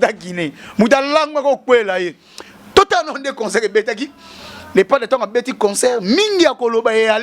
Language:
Lingala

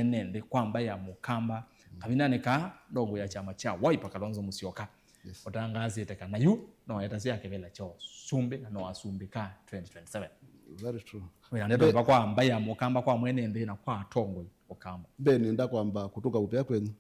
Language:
Kamba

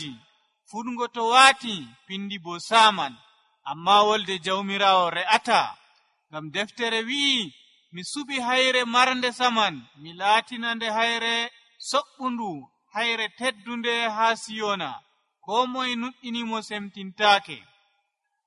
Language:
Nigerian Fulfulde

